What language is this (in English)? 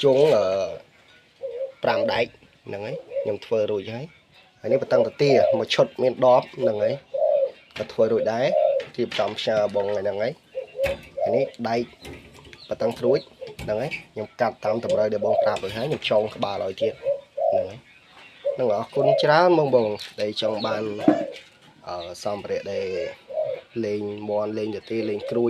Khmer